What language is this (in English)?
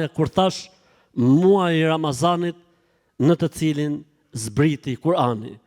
Albanian